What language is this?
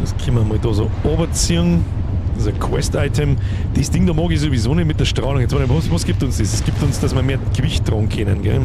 Bavarian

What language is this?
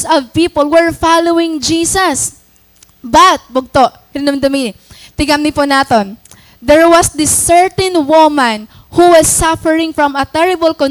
Waray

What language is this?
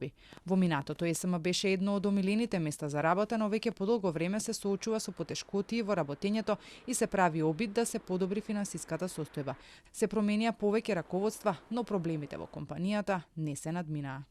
Macedonian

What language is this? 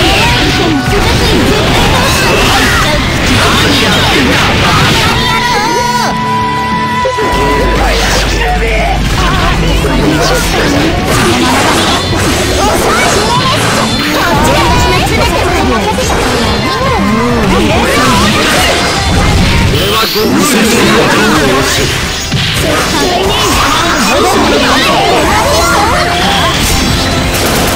Japanese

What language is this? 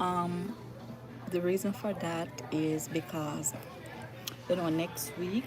Jamaican Creole English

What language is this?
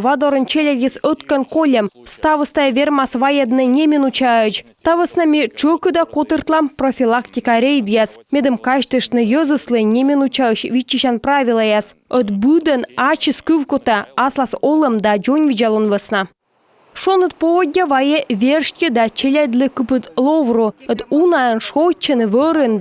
Komi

